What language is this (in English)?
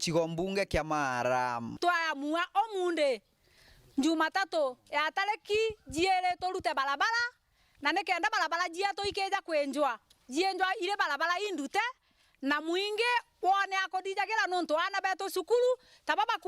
Meru